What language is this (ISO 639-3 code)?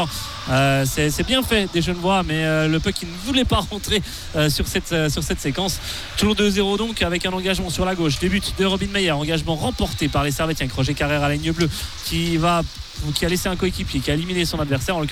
fra